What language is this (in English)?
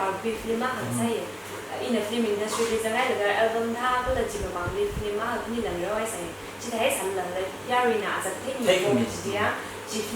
Tangkhul Naga (India)